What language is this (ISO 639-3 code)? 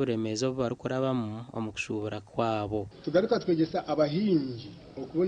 nyn